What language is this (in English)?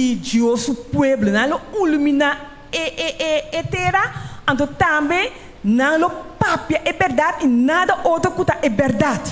Papiamento